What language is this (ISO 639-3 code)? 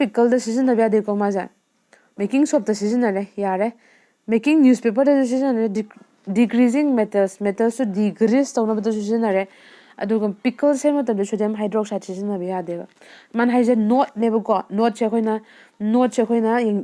mni